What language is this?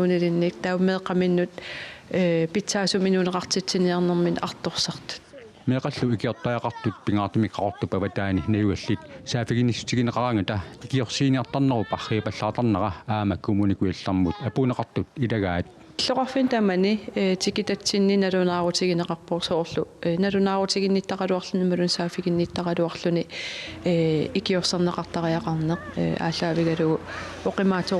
Kalaallisut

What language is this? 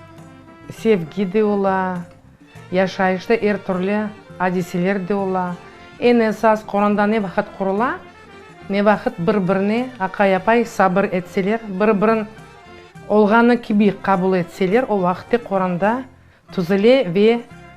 Crimean Tatar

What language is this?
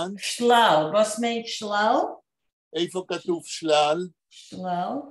Yiddish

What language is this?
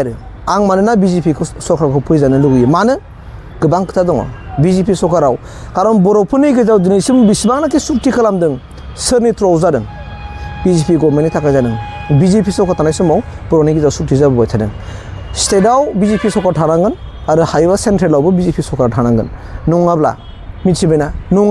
Bodo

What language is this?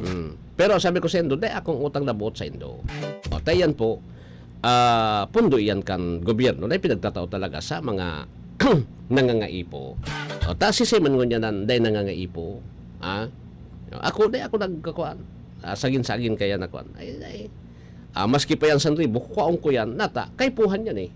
Bikol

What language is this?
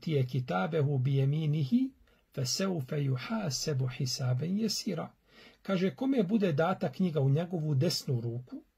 Bosnian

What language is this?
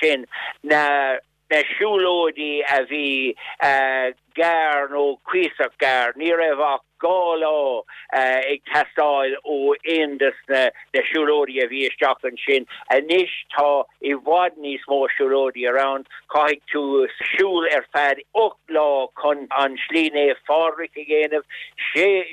Irish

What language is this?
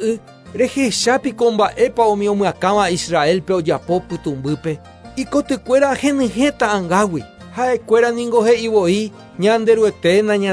Guarani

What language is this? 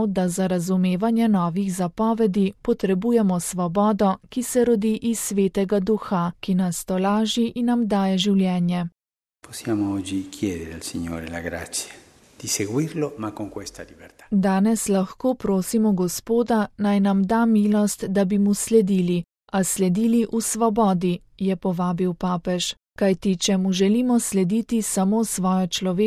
Slovenian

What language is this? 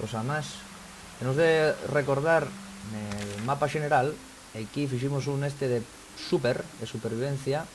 Asturian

